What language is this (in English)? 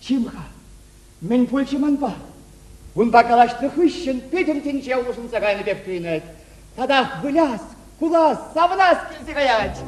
Chuvash